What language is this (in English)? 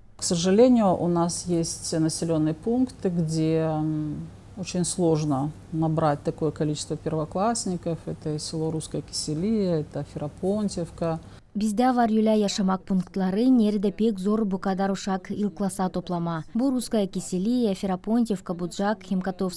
Gagauz